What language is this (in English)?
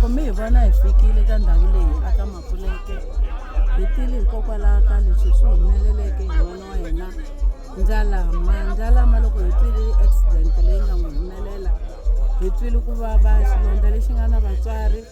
Tsonga